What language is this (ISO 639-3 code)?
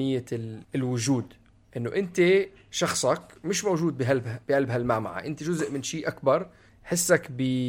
apc